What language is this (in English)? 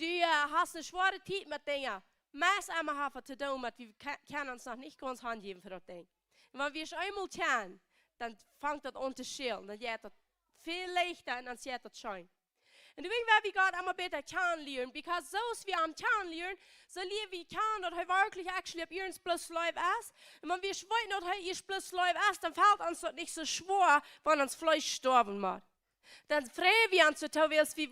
Plautdietsch